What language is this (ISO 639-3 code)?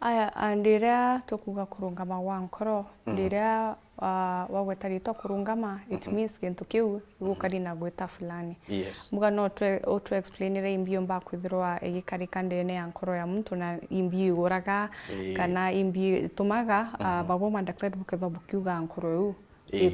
mer